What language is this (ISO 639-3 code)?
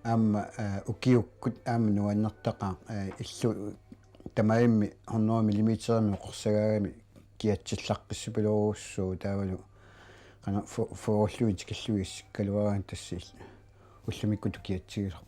kal